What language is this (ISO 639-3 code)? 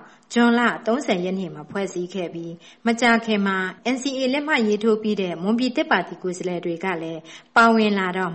mya